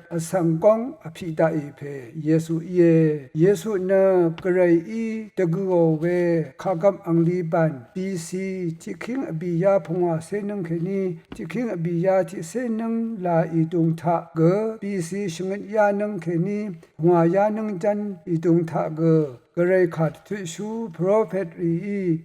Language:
Rawang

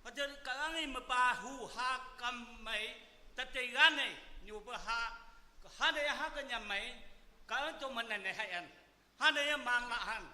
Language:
Naga Pidgin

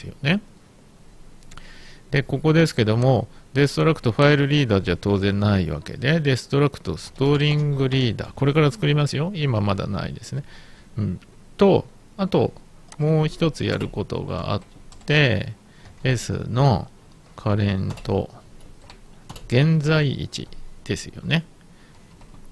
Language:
Japanese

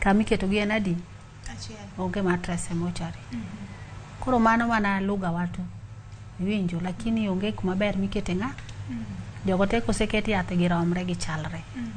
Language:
Luo (Kenya and Tanzania)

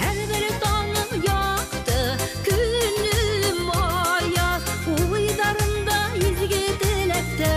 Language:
Bashkir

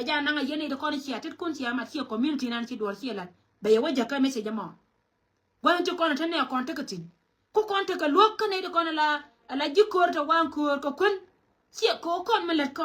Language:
Nuer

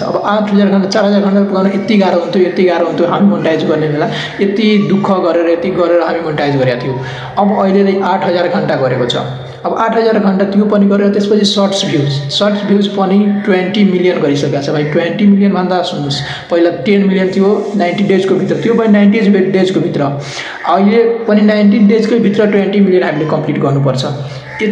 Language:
Nepali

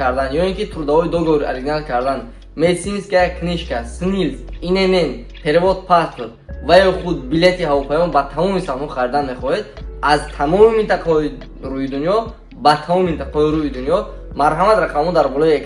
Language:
Tajik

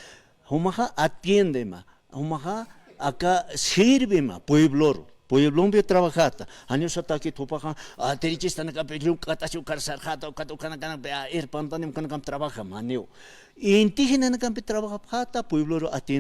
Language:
Aymara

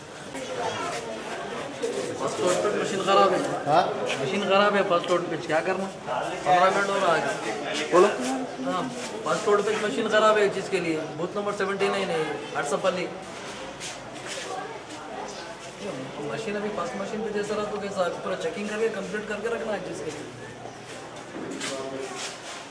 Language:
Telugu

